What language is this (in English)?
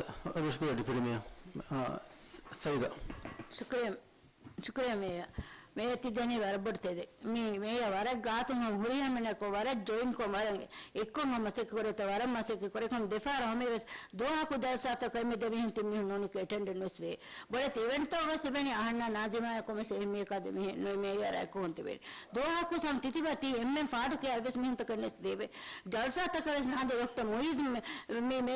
Divehi